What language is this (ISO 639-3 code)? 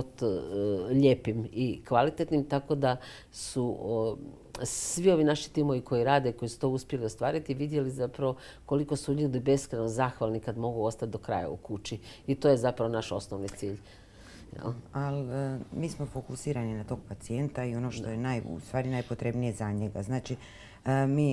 hrv